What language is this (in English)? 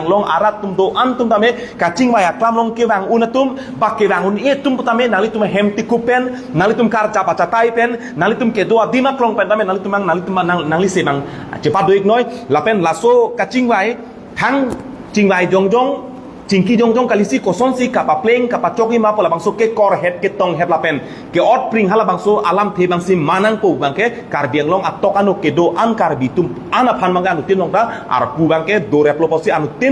Karbi